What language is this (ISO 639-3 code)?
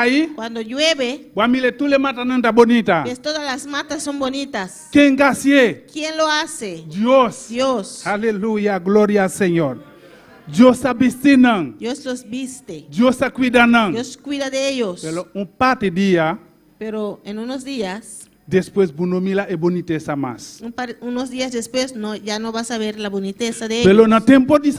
pap